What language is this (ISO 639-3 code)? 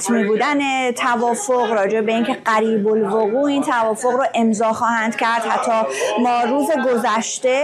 fas